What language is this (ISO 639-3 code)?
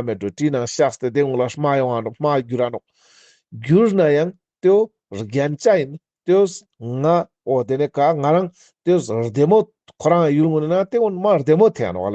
lbj